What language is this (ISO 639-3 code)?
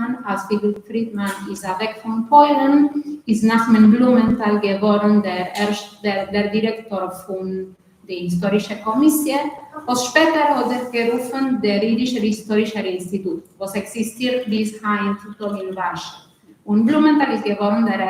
yid